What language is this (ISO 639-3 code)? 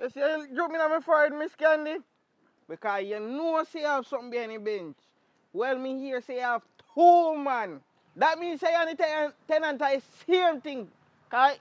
jam